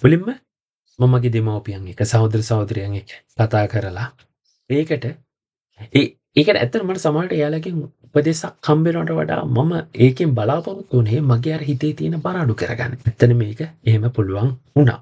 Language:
Sinhala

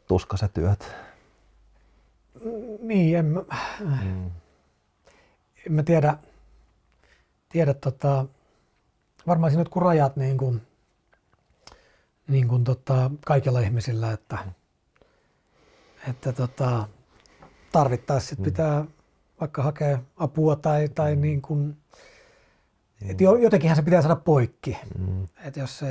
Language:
Finnish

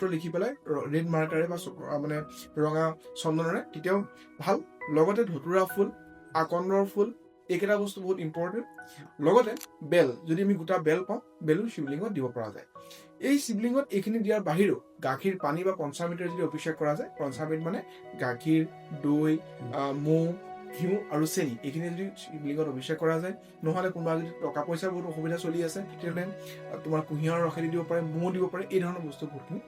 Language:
Assamese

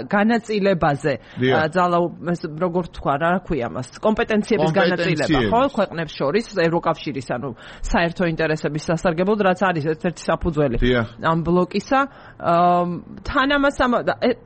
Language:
Georgian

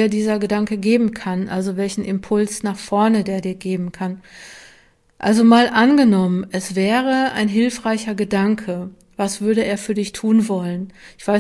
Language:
German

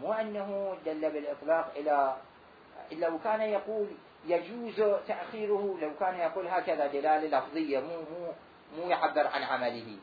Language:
Mesopotamian Arabic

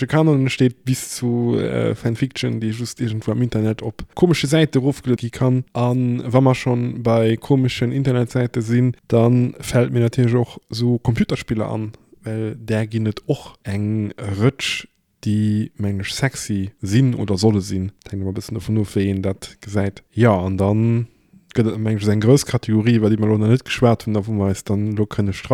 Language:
Luxembourgish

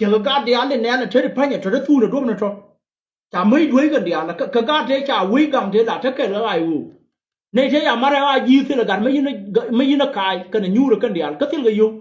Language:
Nuer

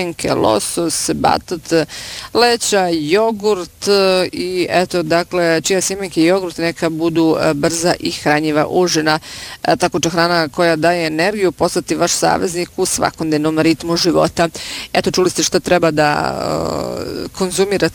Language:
Bosnian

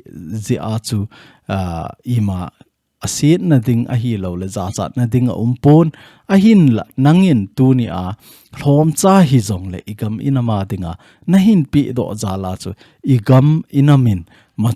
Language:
Thado Chin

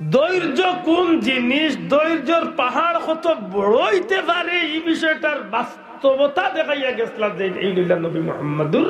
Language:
Sylheti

